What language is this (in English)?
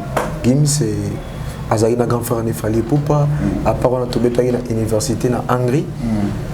Lingala